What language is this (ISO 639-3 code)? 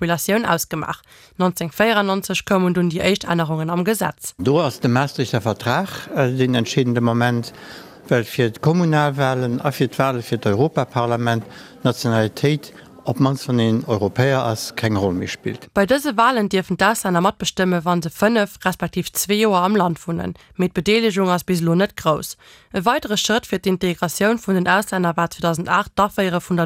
ltz